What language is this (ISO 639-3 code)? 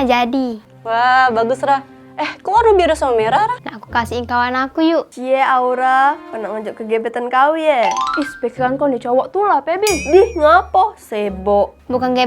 mui